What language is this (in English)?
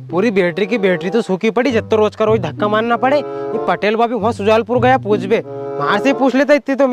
Rajasthani